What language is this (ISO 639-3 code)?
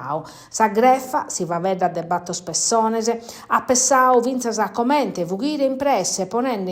srd